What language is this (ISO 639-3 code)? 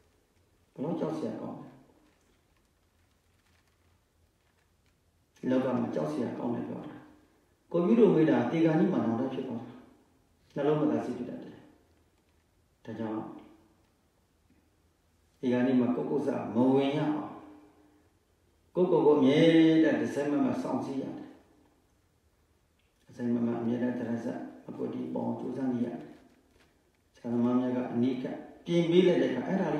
mya